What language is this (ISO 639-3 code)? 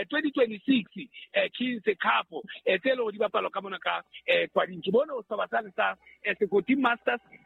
sot